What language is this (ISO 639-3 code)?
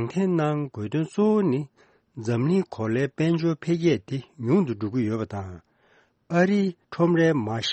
bod